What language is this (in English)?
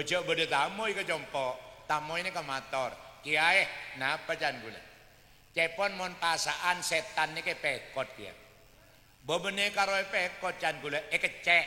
Madurese